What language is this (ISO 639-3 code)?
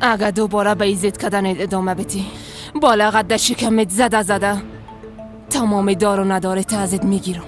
fas